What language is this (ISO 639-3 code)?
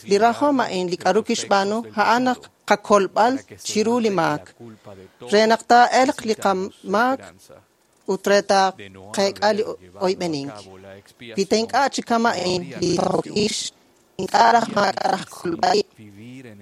kek